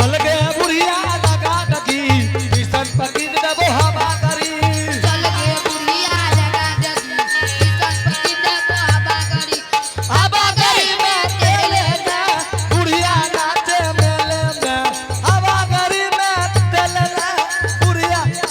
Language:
Angika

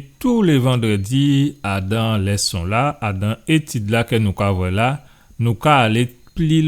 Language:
Guadeloupean Creole French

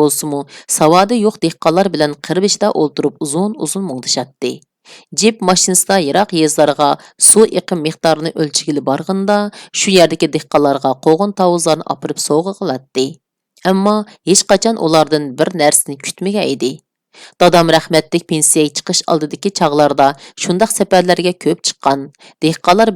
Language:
Uyghur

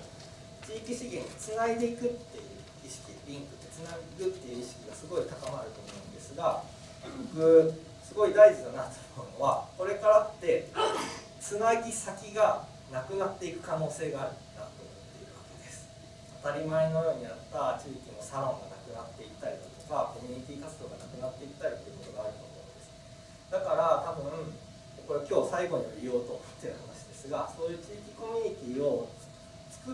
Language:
Japanese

